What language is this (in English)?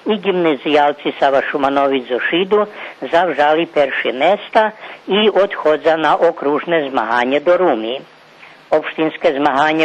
Rusyn